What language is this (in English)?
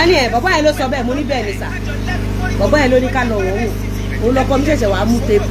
Yoruba